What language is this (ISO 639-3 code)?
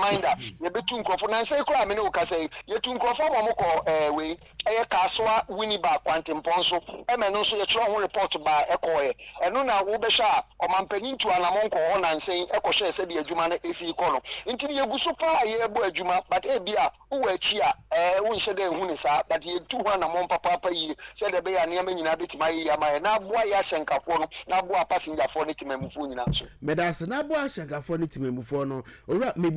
aka